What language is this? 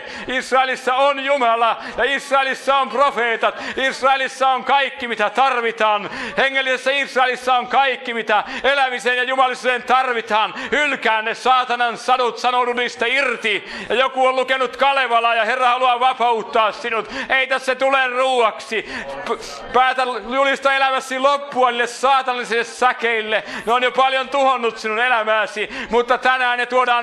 Finnish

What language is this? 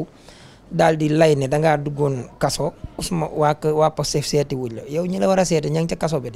Wolof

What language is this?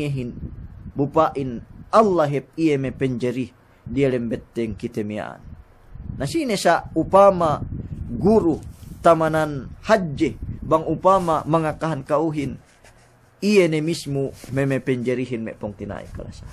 Yakan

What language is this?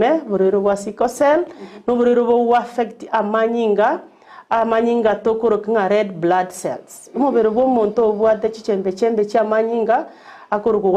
Gusii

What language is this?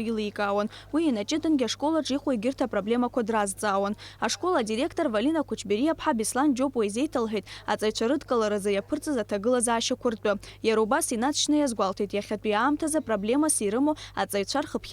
Abkhazian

